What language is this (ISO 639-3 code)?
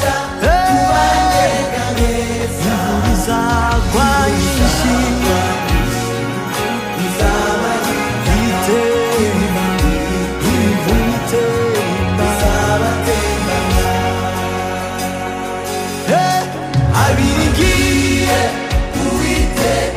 kin